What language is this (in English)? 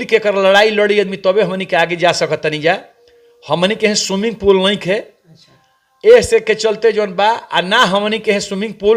Bhojpuri